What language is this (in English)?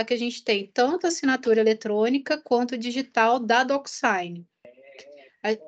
Portuguese